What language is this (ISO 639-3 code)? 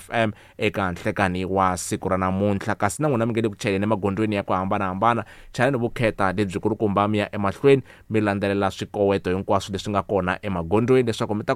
tso